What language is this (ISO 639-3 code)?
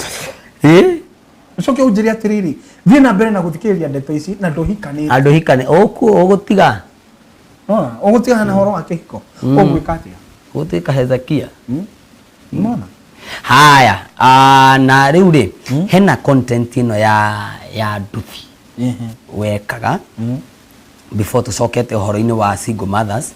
kik